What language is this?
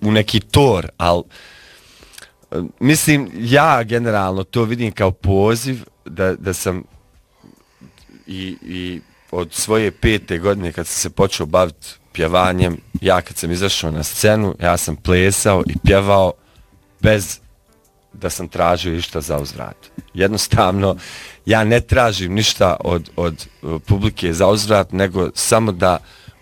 Bosnian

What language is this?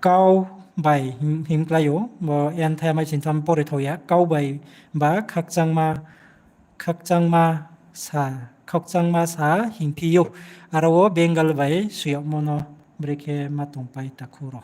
Riang (India)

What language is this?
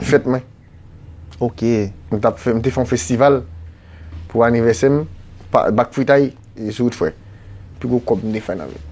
Haitian Creole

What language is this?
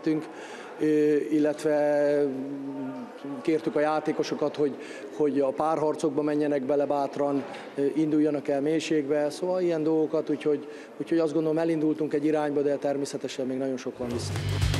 Hungarian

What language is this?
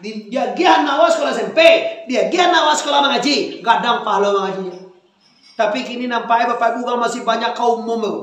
Minangkabau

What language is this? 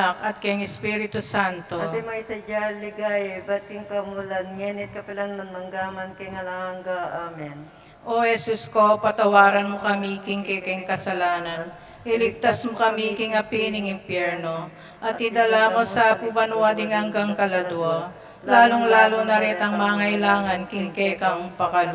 Pampanga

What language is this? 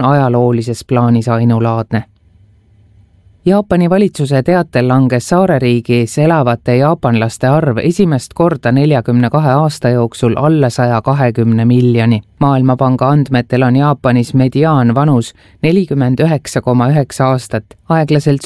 Estonian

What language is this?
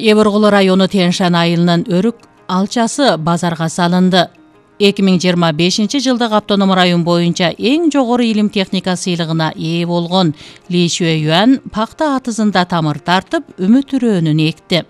Kyrgyz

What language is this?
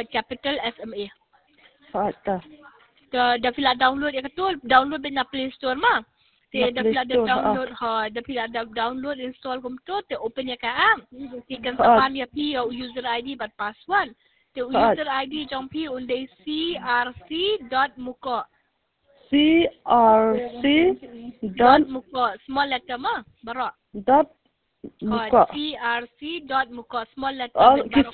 Khasi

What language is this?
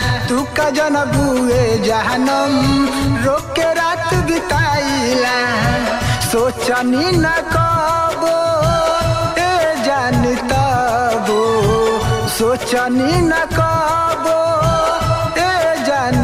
Bhojpuri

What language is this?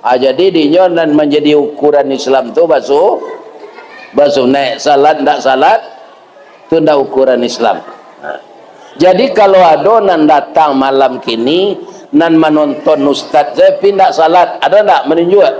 Minangkabau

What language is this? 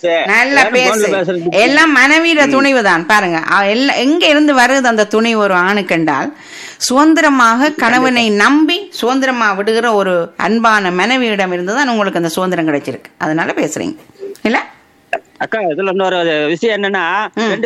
Tamil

